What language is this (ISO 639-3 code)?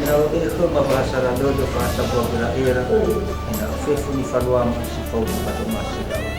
nia